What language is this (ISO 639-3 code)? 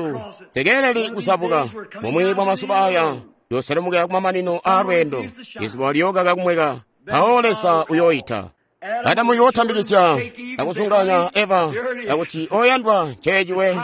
toi